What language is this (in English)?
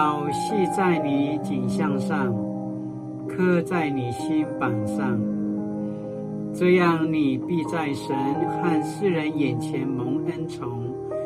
Paiwan